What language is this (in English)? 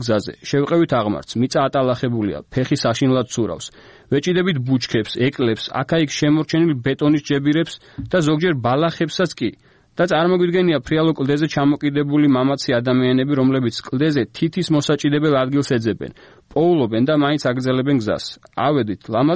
Georgian